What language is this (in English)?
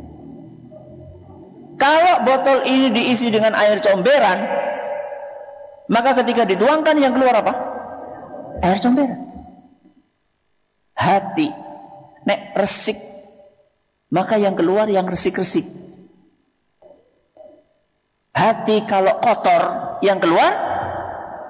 Indonesian